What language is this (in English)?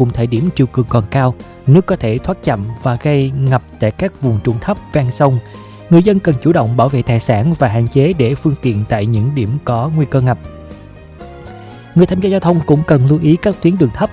Vietnamese